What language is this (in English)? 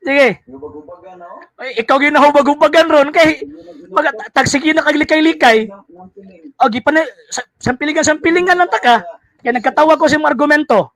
Cebuano